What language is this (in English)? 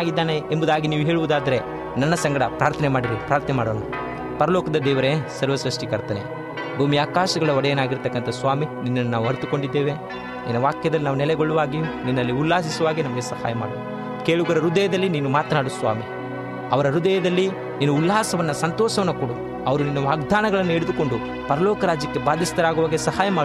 Kannada